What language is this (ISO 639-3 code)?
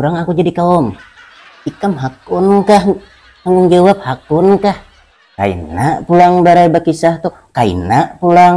bjn